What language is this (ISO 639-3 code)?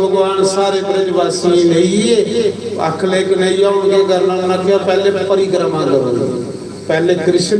doi